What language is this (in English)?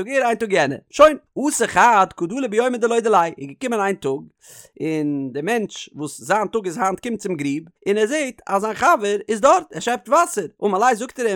Yiddish